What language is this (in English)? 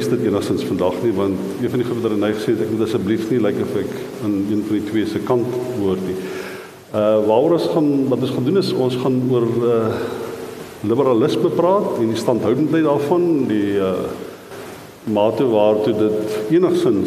Afrikaans